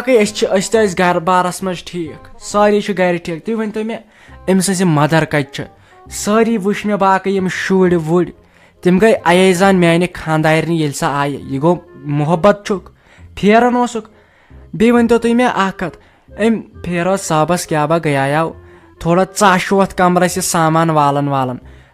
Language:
Kashmiri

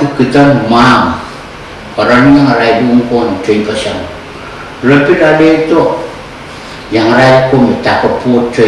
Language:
Pohnpeian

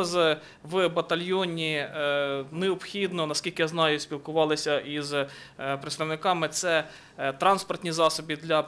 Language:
Ukrainian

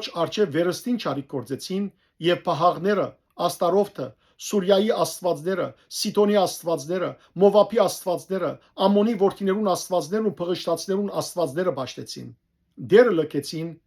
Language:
Western Armenian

